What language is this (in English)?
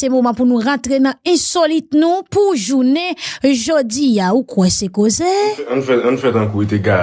Haitian Creole